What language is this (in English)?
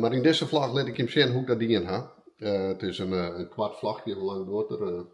Western Frisian